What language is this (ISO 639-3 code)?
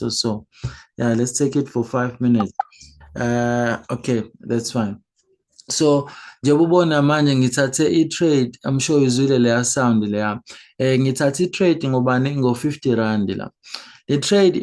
zul